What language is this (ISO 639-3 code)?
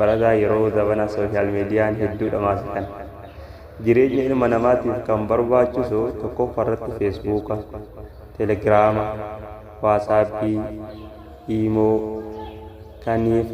orm